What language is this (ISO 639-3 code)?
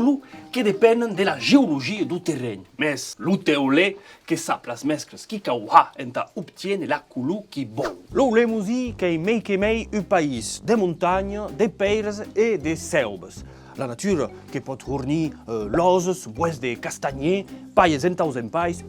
oci